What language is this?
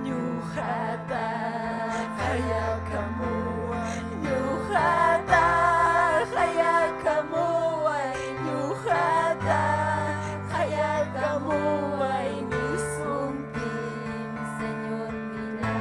Ayacucho Quechua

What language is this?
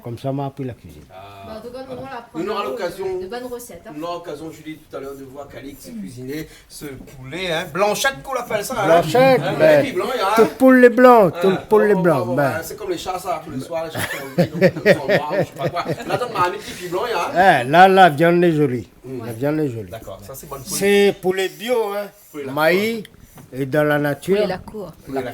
Réunion Creole French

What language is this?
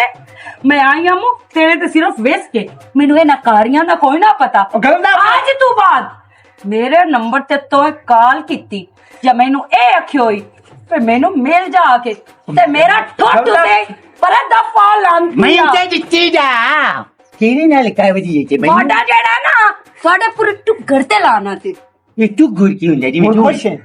Western Panjabi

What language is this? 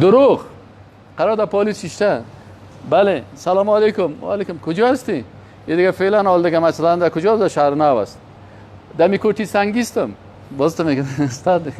Persian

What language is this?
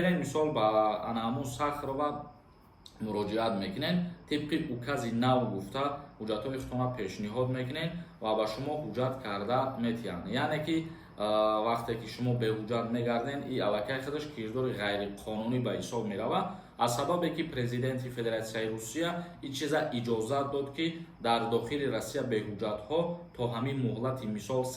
Tajik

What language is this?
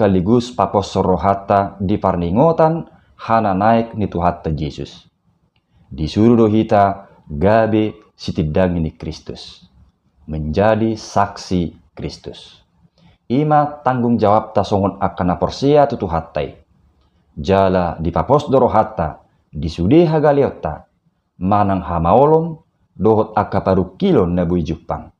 Batak Toba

